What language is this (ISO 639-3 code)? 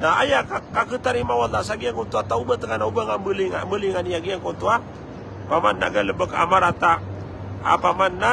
mrw